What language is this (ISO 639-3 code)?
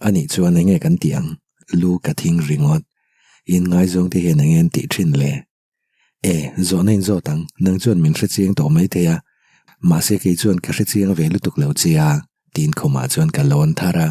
lus